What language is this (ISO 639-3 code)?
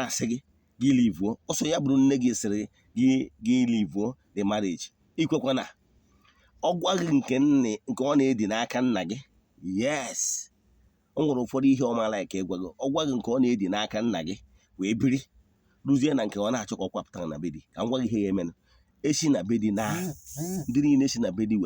ibo